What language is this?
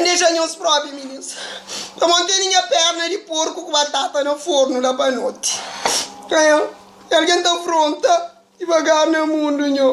Kabuverdianu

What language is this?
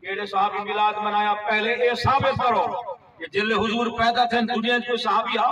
Saraiki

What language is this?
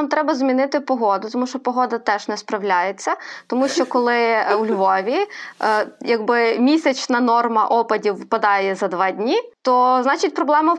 Ukrainian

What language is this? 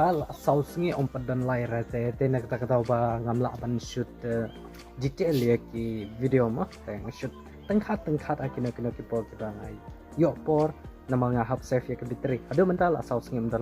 Khasi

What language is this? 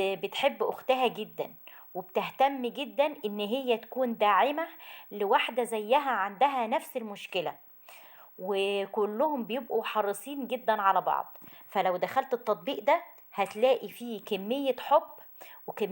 Egyptian Arabic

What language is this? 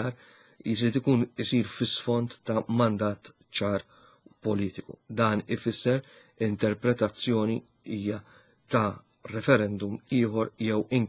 Maltese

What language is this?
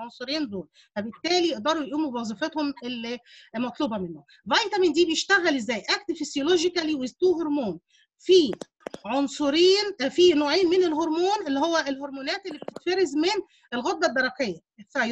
Egyptian Arabic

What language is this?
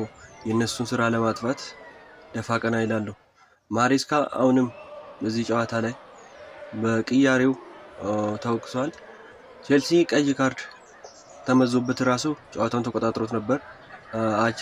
Amharic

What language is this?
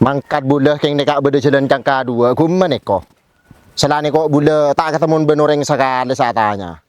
Madurese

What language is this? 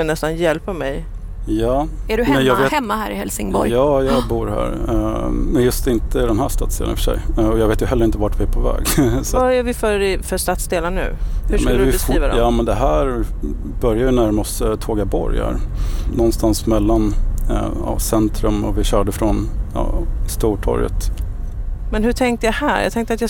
Swedish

